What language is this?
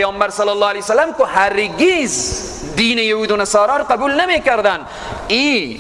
Persian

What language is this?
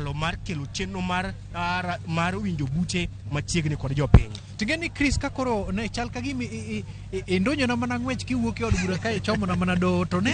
Luo (Kenya and Tanzania)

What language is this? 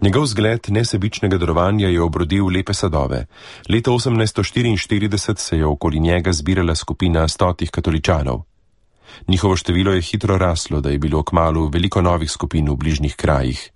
Slovenian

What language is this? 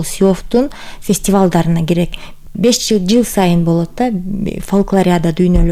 Kyrgyz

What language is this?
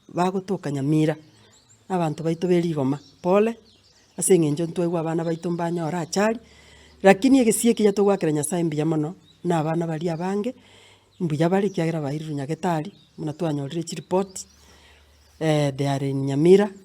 Gusii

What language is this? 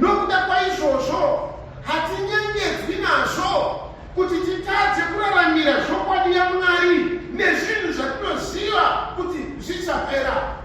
Shona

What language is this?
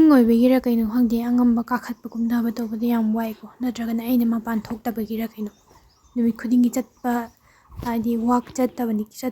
Manipuri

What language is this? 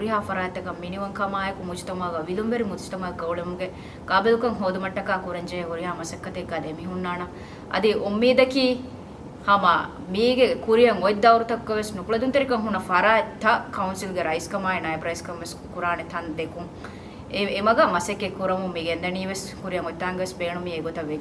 Divehi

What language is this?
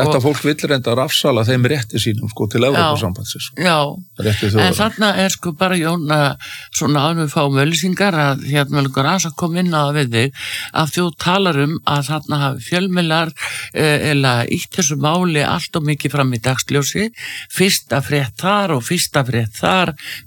Icelandic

